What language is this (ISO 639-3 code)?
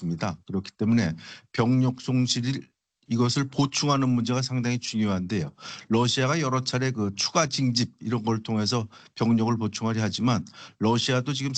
kor